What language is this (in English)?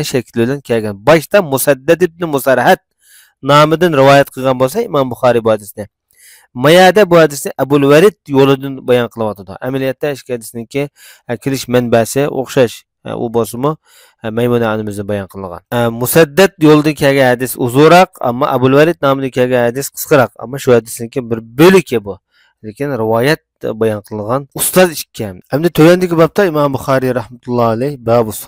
Uyghur